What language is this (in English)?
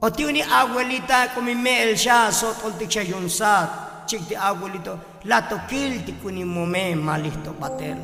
Tzotzil